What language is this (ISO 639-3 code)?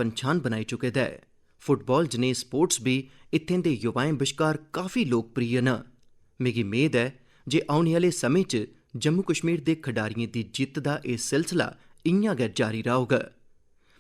doi